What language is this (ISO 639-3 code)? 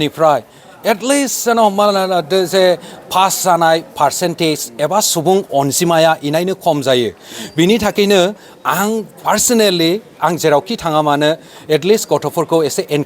brx